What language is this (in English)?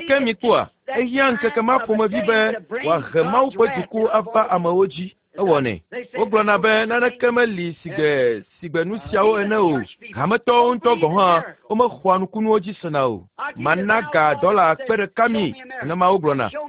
Ewe